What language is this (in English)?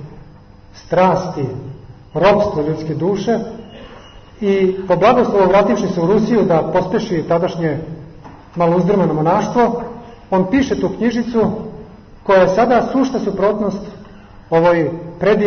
Serbian